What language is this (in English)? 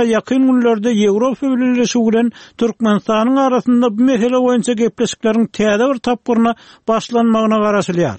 Turkmen